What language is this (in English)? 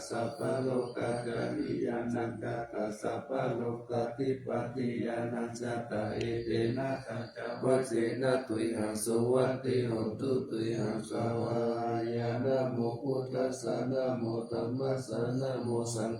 Pali